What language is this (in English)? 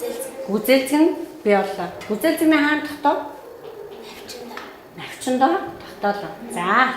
Mongolian